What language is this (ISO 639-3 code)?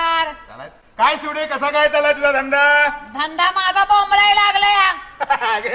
mar